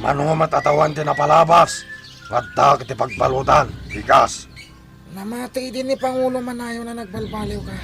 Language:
Iloko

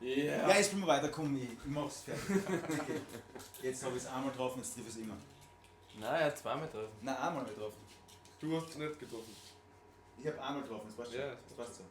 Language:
Bavarian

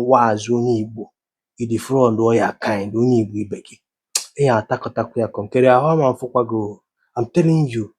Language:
Igbo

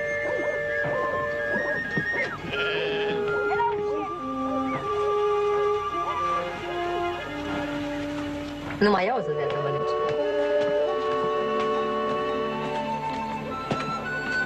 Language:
Romanian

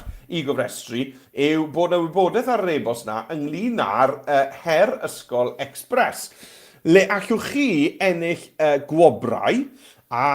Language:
Welsh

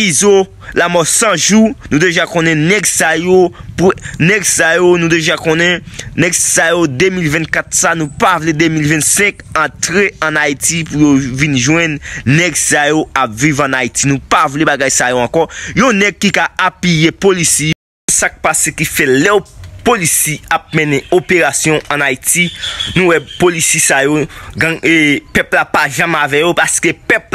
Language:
Haitian Creole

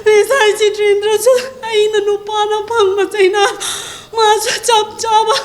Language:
Manipuri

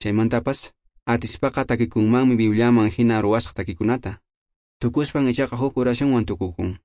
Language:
Quechua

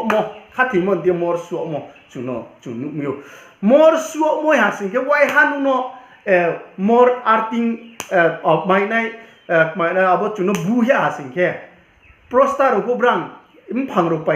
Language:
Riang (India)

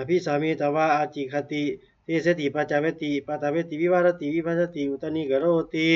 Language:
Pali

